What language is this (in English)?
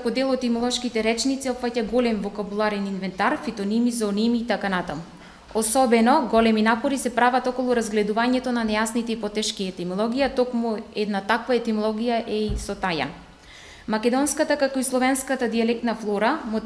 Macedonian